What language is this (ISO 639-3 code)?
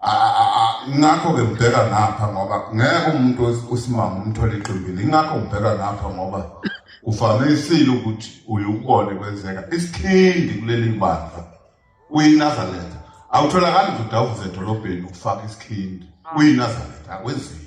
zul